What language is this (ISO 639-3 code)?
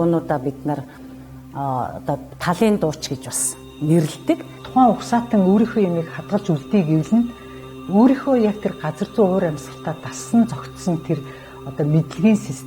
mon